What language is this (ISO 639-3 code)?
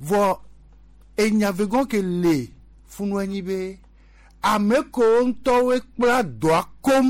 gej